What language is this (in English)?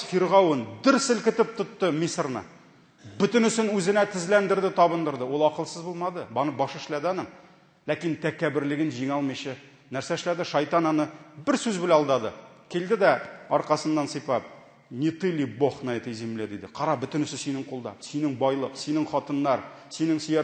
Tatar